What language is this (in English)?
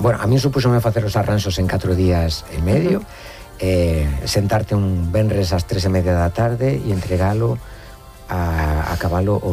Galician